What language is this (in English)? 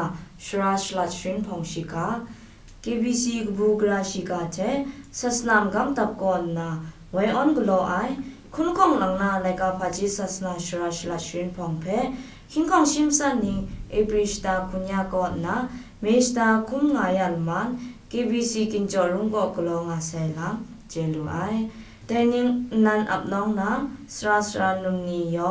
Kachin